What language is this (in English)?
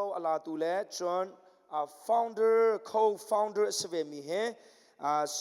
Hakha Chin